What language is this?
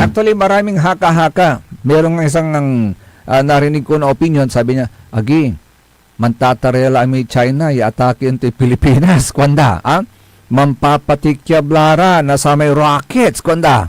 Pangasinan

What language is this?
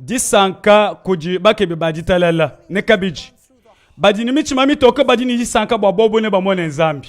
Luba-Lulua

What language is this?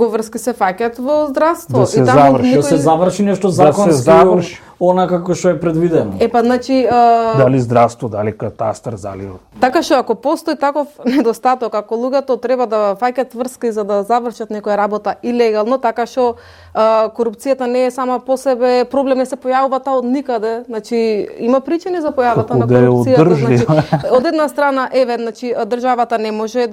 Macedonian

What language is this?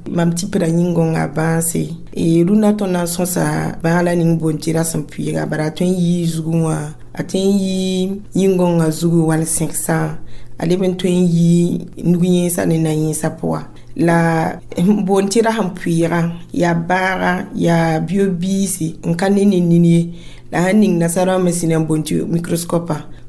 Mossi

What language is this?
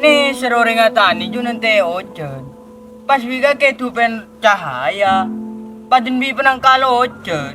Madurese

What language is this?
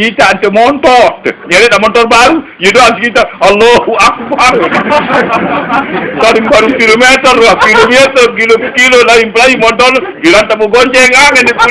Sasak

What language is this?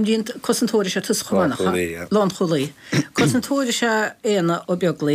Irish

